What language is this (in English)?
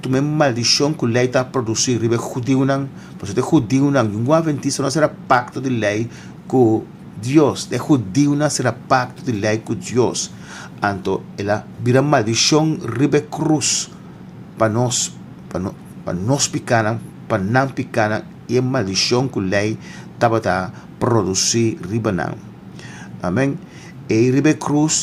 Papiamento